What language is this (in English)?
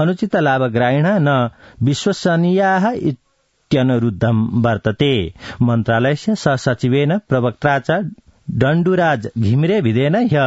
Sanskrit